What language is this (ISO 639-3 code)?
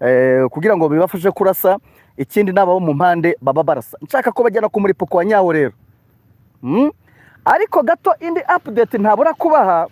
kin